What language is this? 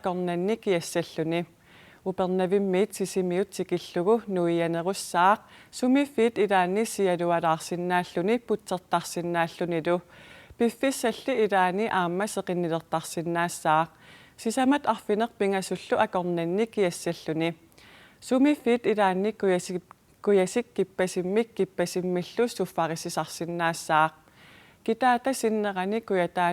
Kalaallisut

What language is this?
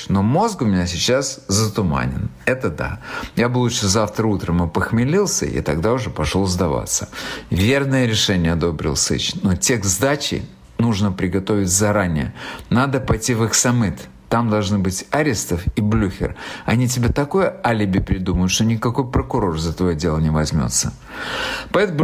Russian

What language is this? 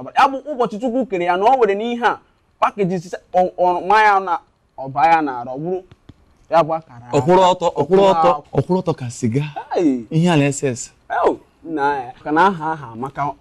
Igbo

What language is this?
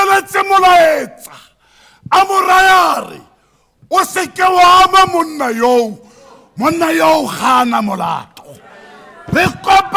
Tswana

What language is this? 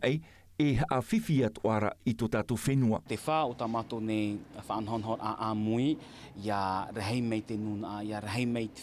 Tahitian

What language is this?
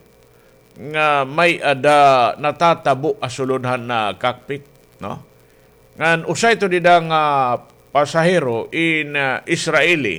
Waray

